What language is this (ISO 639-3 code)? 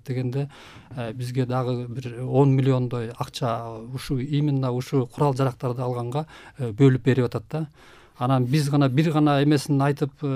kir